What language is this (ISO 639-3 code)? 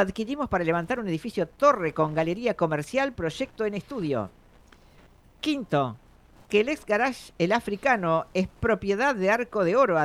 spa